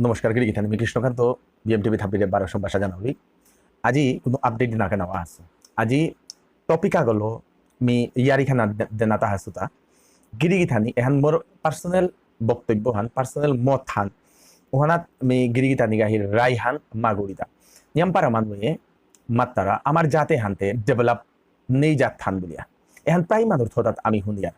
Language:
Bishnupriya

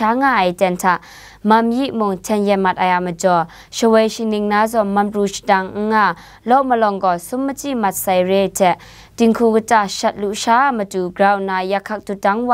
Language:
Kachin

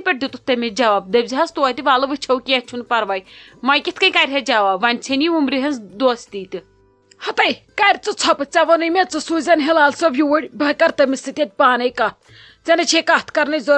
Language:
Kashmiri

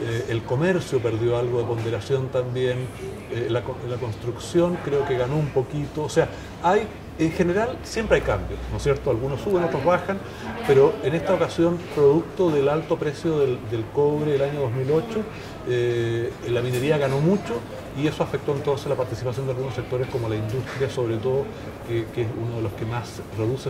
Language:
Spanish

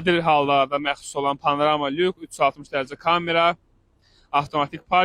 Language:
Azerbaijani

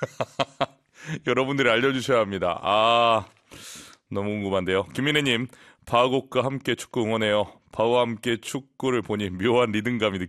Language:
Korean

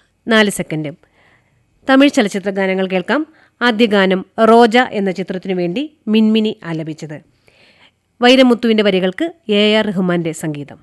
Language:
Malayalam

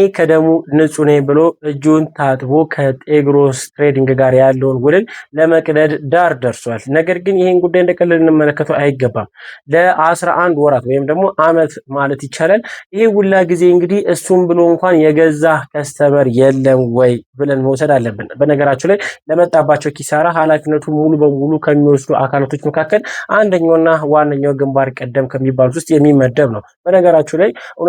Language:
Amharic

